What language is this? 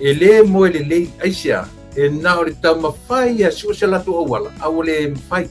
Samoan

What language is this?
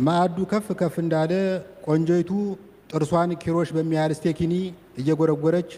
Amharic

